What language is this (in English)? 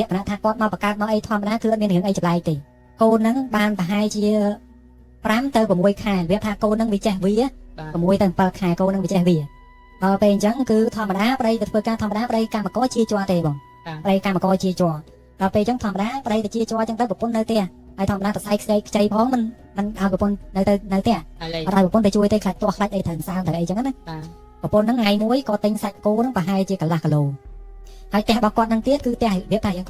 Khmer